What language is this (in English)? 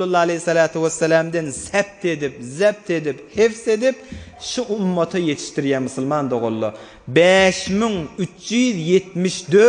Turkmen